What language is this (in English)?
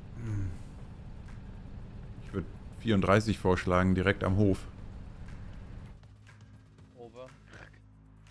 German